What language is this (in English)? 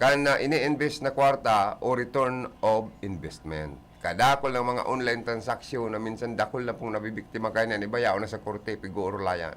Bikol